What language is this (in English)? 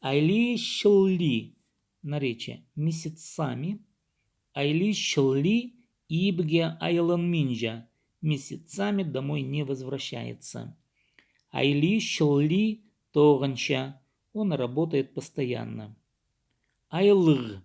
Khakas